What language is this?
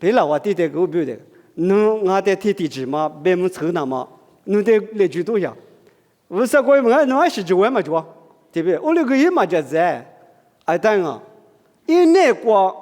Lisu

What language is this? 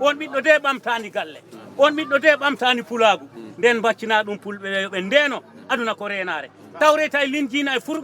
Fula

